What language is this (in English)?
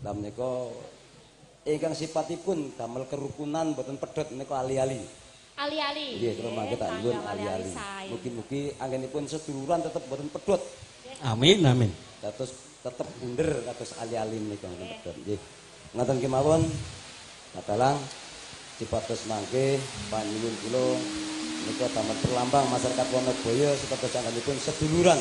Javanese